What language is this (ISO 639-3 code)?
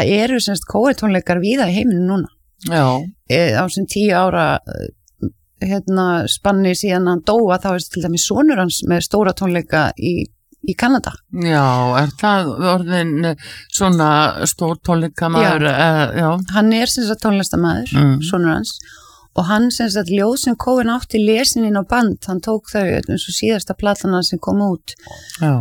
isl